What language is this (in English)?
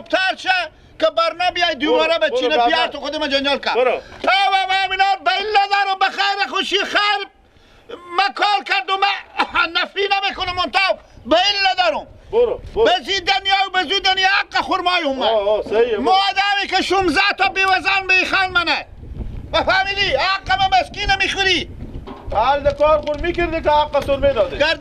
Persian